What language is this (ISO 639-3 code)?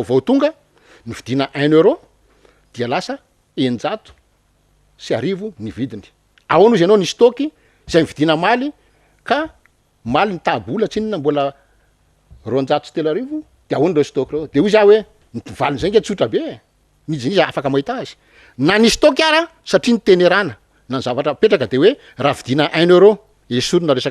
mlg